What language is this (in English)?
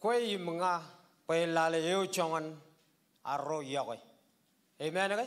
Marshallese